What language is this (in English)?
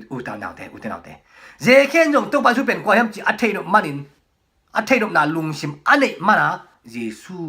Tedim Chin